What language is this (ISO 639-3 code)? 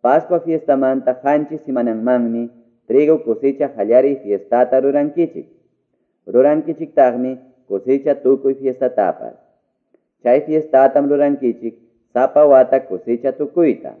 que